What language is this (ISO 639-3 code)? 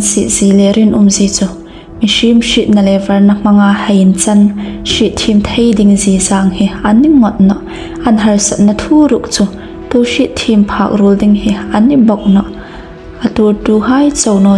hmr